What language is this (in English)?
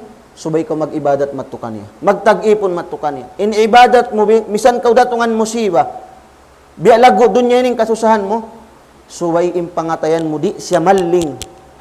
Tausug